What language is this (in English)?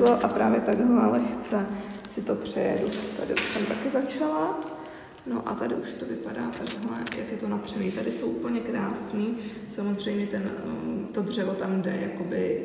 Czech